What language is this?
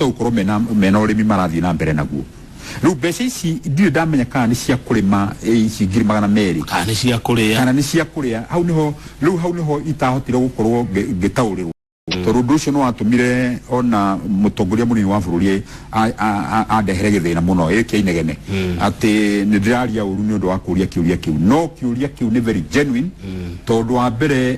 Kikuyu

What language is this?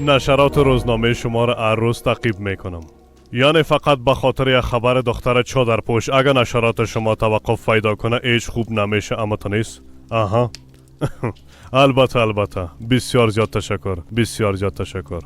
Persian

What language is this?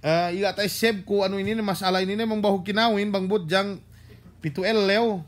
Yakan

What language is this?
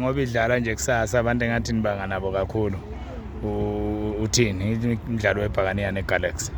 Zulu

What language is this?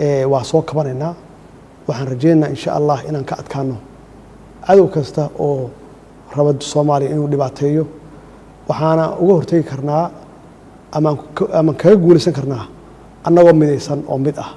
Somali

